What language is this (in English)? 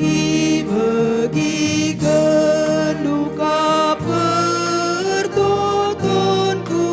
Batak Karo